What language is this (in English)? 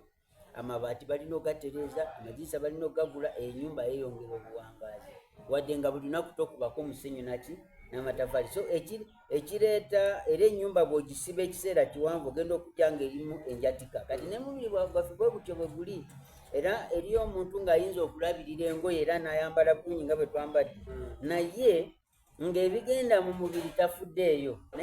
Soga